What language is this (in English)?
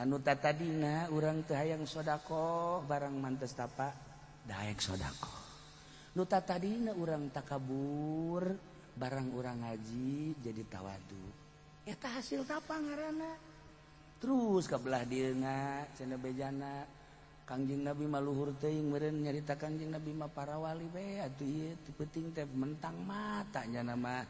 Sundanese